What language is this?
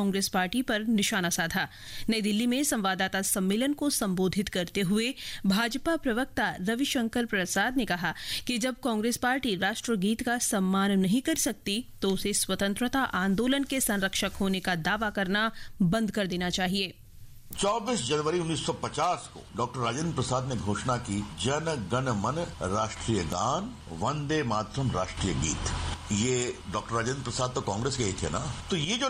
Hindi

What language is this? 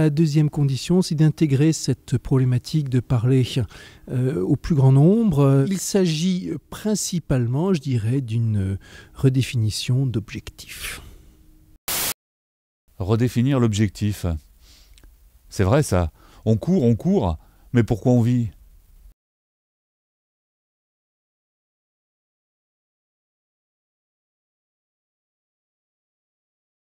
French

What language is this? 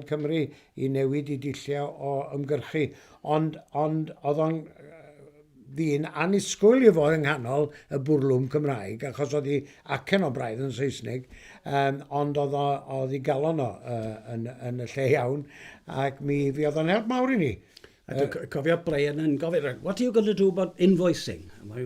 Welsh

